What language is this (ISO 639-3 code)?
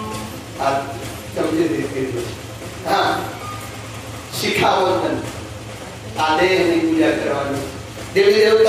guj